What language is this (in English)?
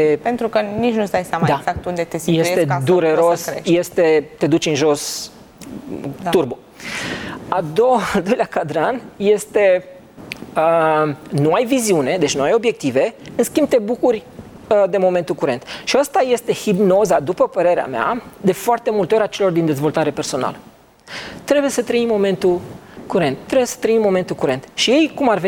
Romanian